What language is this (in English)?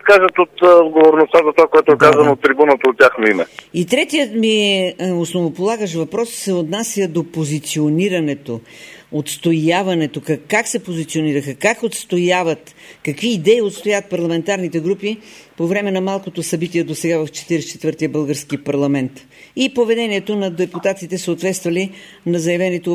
Bulgarian